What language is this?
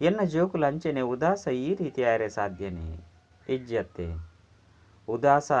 Tulu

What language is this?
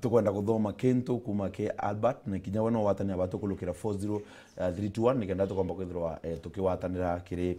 Meru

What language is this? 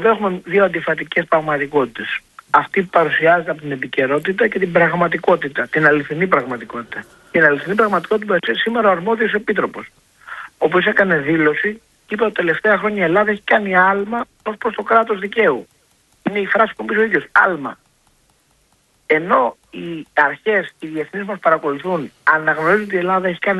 Greek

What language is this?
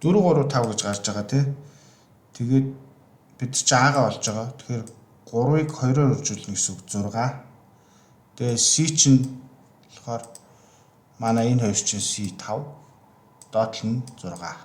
Mongolian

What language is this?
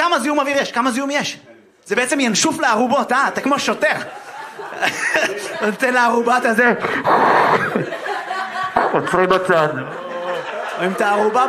Hebrew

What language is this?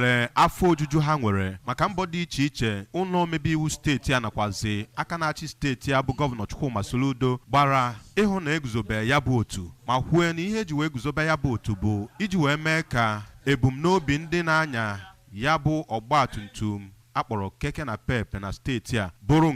Igbo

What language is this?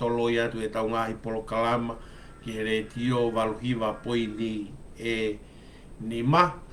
Tongan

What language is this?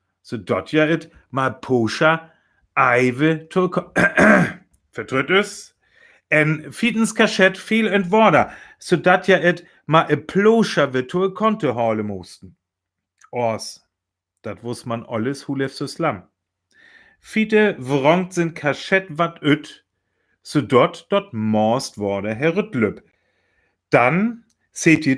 Northern Frisian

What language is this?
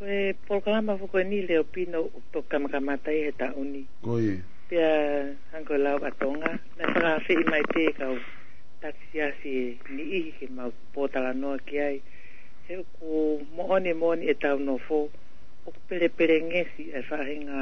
Tongan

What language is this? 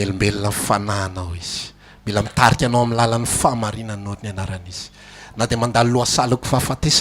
Malagasy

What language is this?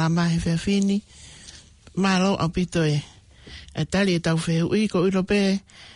Tongan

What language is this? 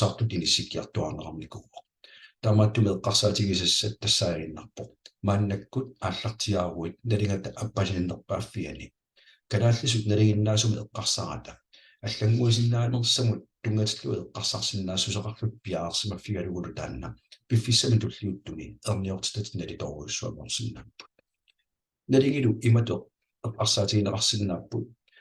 Kalaallisut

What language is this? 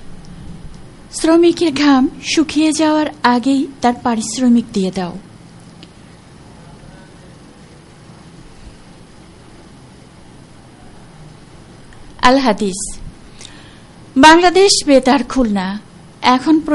Bangla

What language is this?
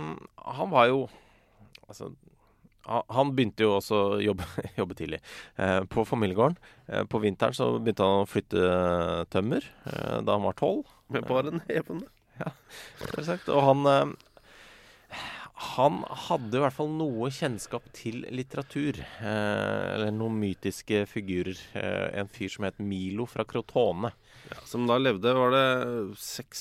Norwegian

